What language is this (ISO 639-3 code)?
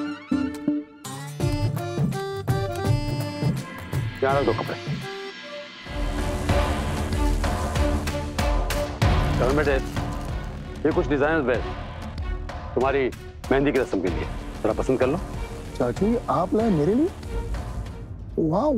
hin